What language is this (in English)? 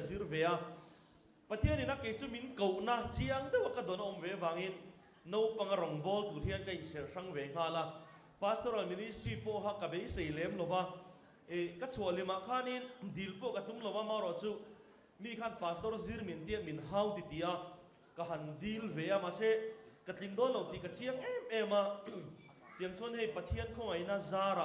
Mizo